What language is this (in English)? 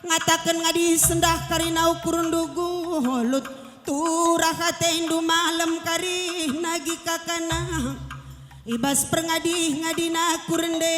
Batak Karo